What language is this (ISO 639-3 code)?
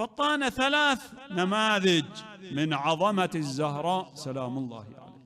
acm